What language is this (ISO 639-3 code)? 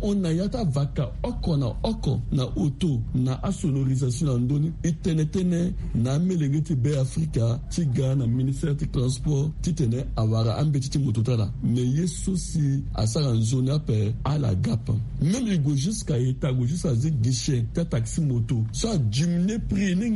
sag